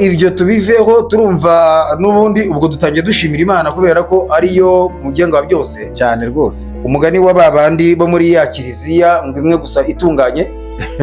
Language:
Kinyarwanda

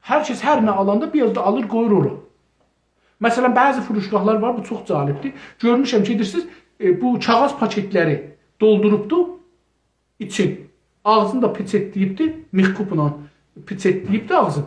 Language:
South Azerbaijani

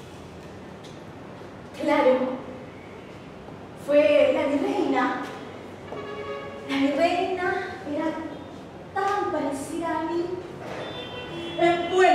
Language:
Spanish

